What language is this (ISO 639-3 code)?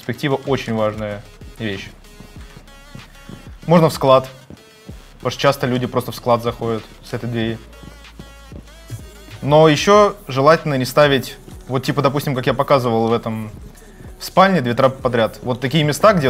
rus